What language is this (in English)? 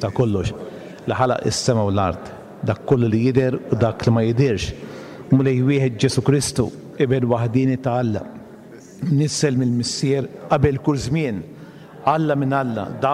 Maltese